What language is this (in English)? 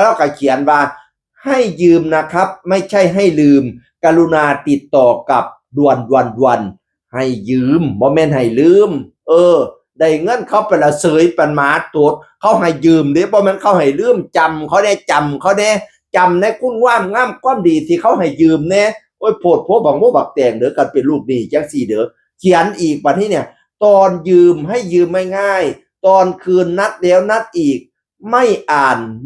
Northeastern Thai